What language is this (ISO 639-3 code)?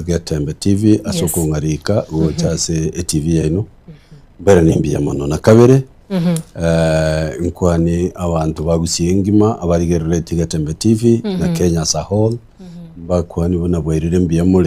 guz